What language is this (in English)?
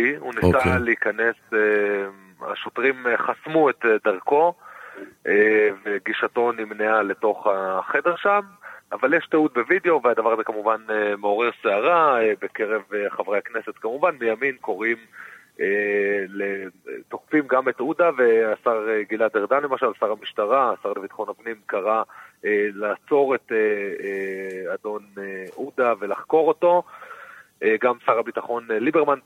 Hebrew